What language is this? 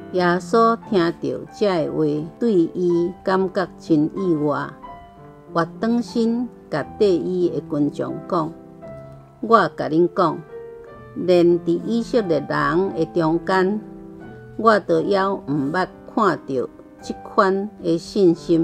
Min Nan Chinese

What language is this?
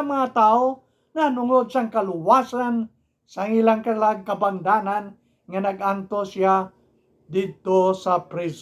Hiligaynon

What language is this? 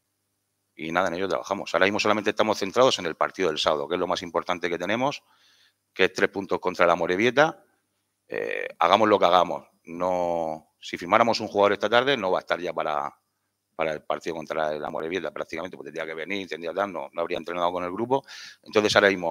Spanish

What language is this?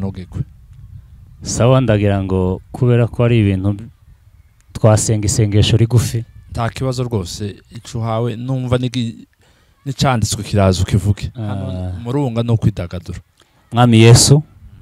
Kinyarwanda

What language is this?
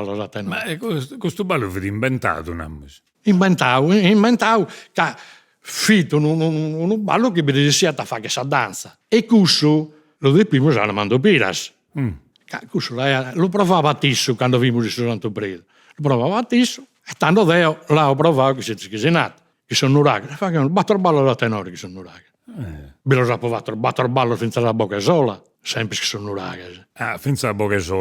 Sardinian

